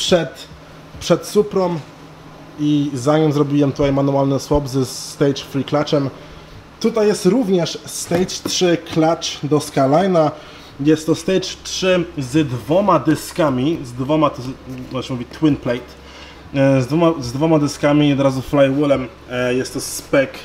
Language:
Polish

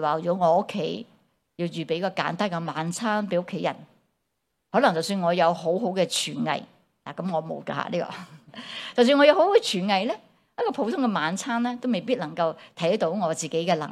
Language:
Cantonese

